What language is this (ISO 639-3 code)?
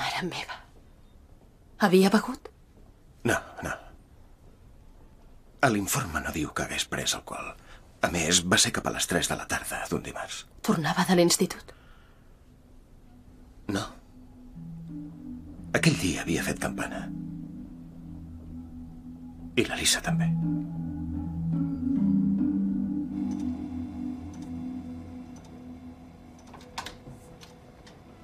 cat